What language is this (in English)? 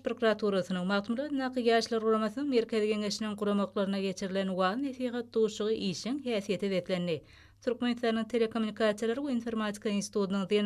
Turkmen